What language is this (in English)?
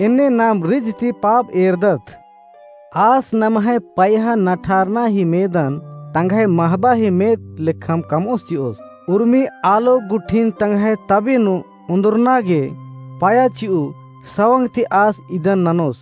Kurukh